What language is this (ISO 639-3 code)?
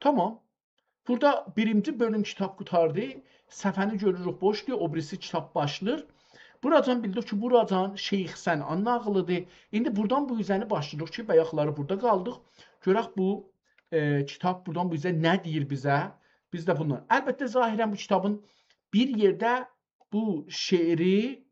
azb